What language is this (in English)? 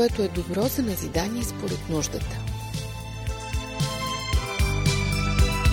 Bulgarian